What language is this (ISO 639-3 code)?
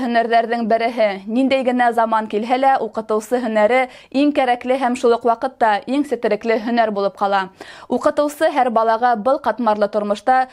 bak